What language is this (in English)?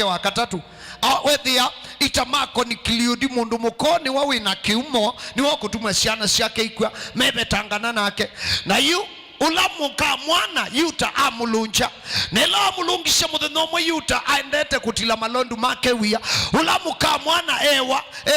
Kamba